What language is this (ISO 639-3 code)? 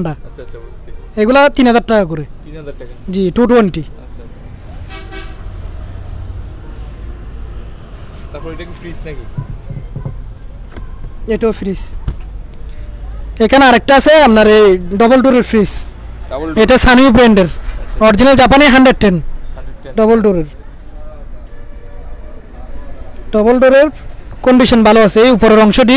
ben